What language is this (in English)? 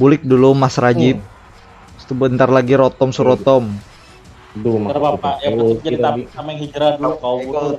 Banjar